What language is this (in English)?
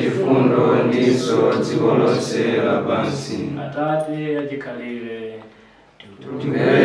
Nyanja